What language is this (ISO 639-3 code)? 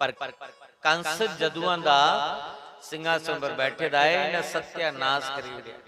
doi